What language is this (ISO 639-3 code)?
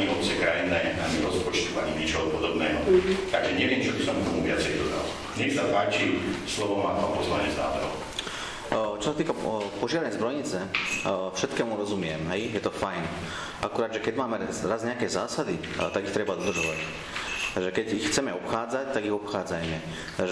slk